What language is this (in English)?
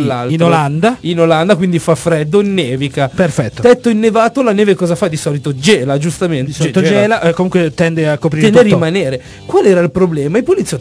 Italian